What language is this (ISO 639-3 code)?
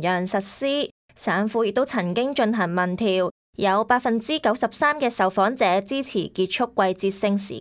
yue